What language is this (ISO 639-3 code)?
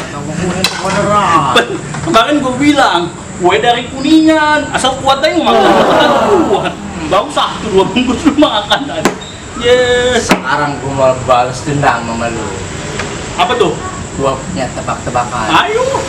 bew